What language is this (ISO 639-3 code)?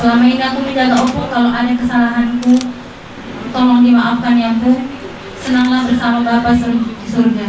bbc